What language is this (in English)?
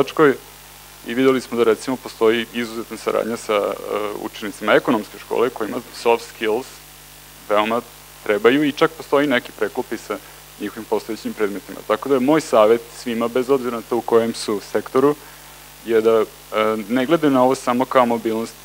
Serbian